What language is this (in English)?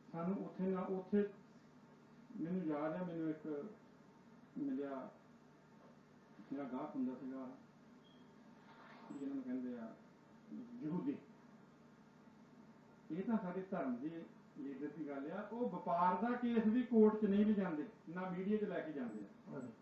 Punjabi